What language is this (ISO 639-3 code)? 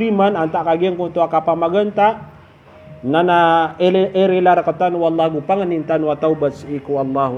mrw